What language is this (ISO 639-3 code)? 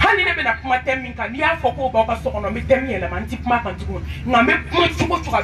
bam